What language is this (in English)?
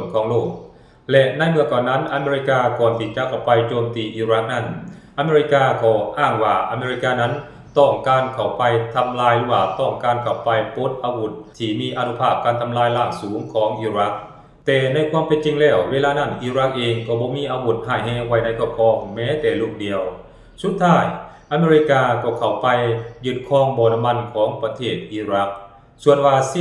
Lao